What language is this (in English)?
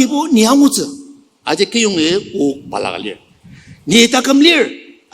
Ao Naga